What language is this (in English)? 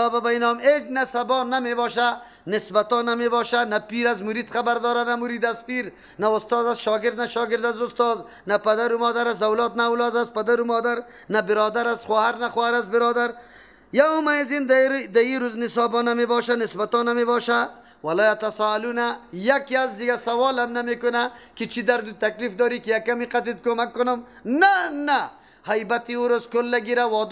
Persian